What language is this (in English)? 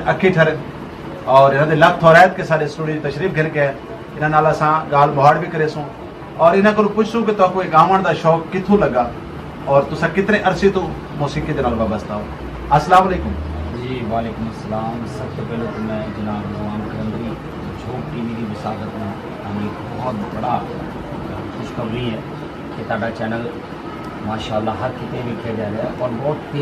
Saraiki